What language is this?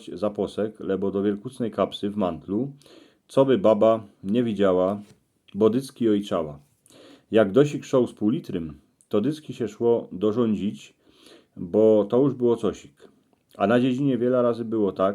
Silesian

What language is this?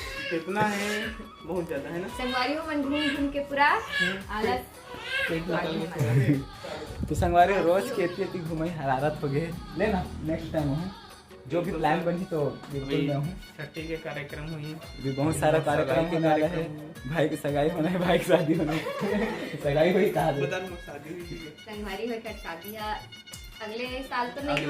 Chhattisgarhi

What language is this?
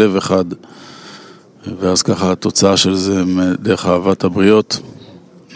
Hebrew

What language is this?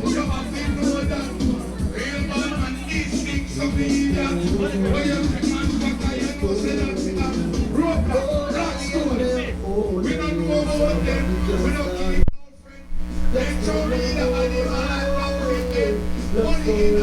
Jamaican Creole English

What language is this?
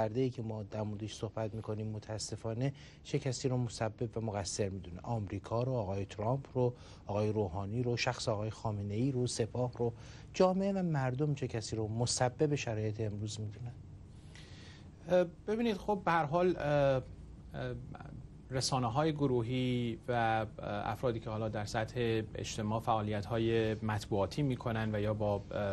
Persian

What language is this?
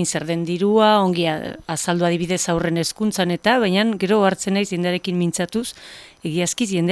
Basque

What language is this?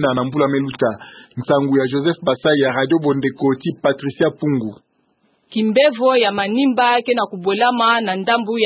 Kituba (Democratic Republic of Congo)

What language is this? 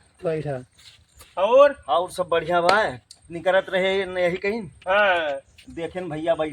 Awadhi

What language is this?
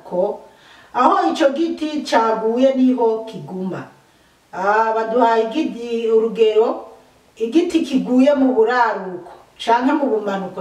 Rundi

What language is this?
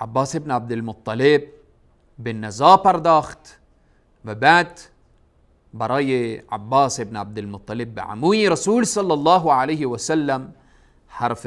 Persian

